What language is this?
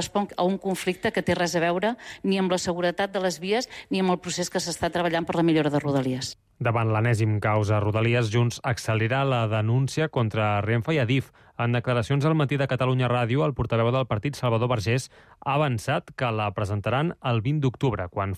Catalan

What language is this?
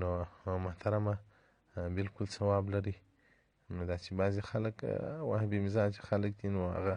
Pashto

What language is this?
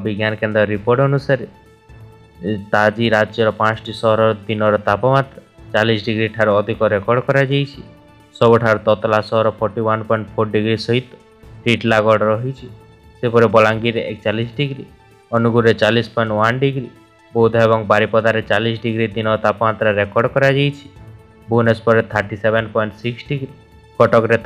Odia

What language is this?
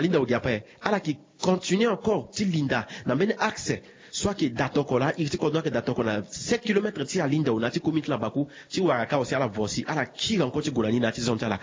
Sango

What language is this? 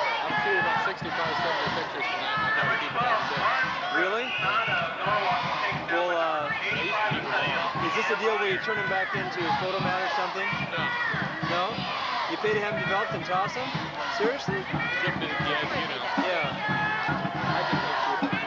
English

